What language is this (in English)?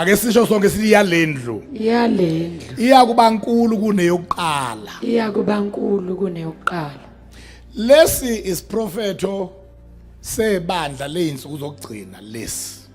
Zulu